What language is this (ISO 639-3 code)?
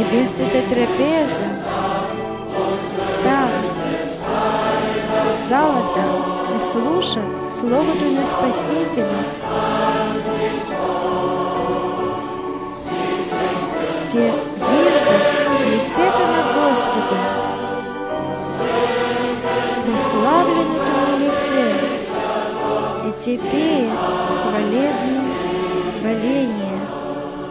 bul